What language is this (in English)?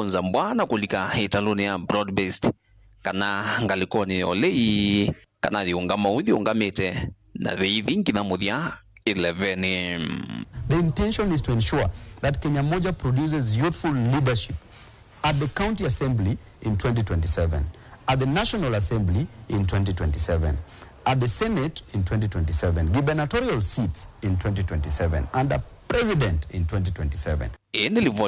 Kamba